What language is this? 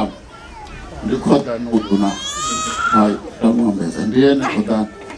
Venda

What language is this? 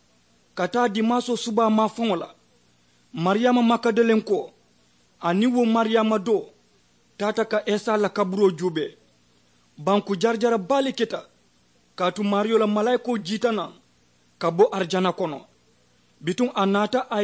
Mandingo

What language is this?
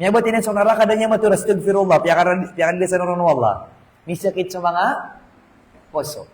Maranao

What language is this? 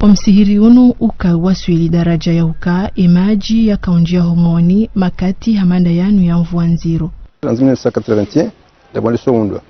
Ngazidja Comorian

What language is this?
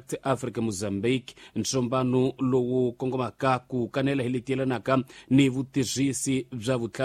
Tsonga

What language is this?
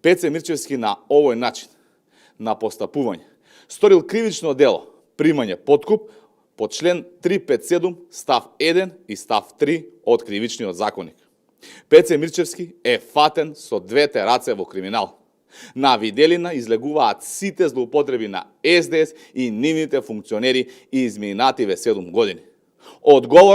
Macedonian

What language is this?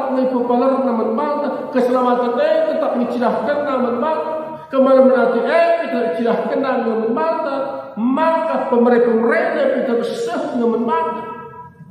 Batak Karo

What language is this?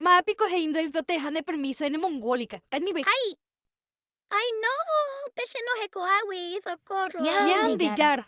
Guarani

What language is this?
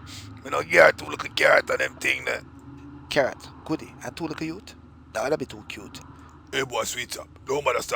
Jamaican Creole English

